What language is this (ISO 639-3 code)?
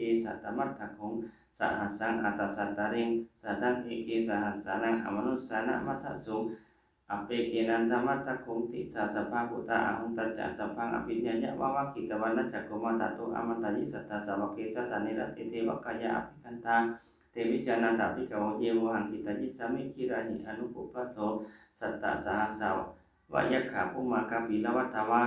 pli